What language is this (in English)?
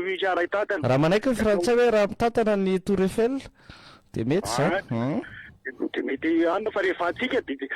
Malagasy